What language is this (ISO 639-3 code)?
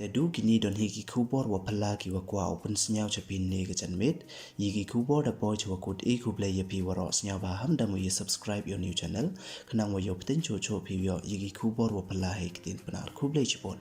pbv